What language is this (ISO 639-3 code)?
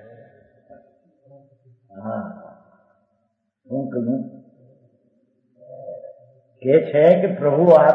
guj